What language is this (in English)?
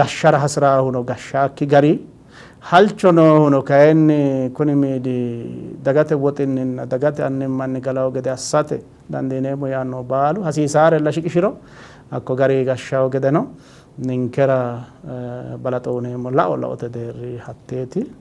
Sidamo